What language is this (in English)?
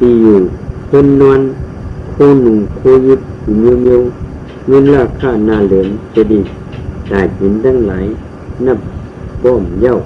Shan